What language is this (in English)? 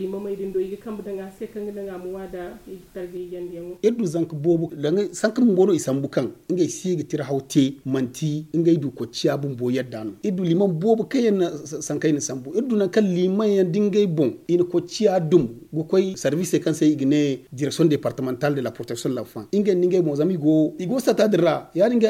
Zarma